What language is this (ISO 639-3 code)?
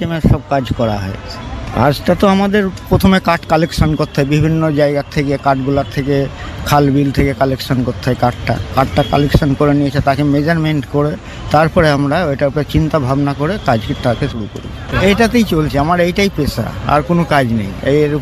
ben